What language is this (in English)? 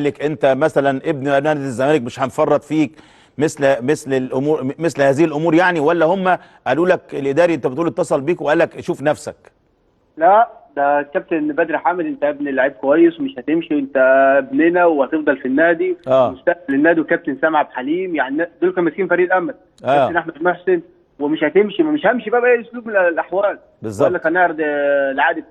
Egyptian Arabic